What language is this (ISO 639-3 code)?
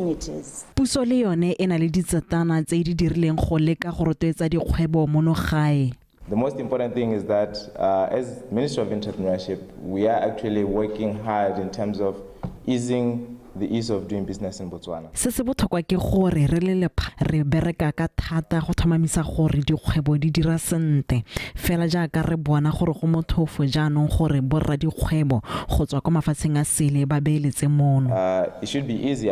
tsn